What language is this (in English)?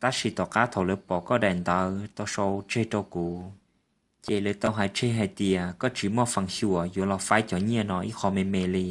Hmong